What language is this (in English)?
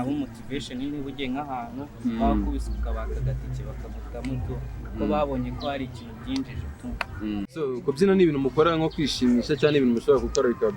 Kinyarwanda